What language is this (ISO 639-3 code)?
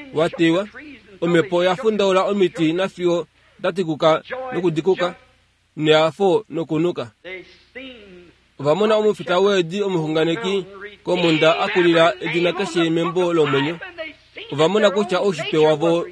kua